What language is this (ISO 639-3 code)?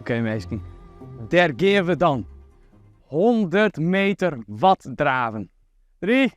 fry